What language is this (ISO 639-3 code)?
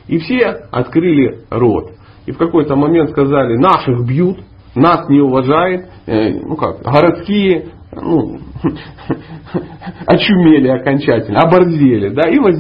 rus